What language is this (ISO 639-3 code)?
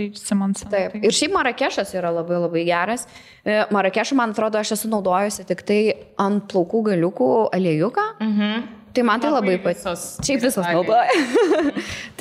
lit